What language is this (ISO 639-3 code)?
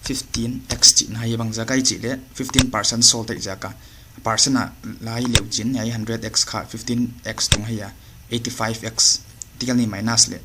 pck